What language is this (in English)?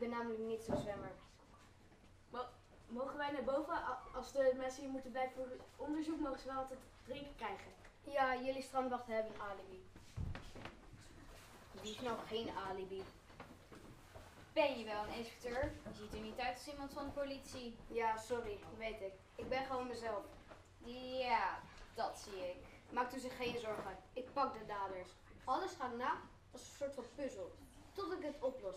Dutch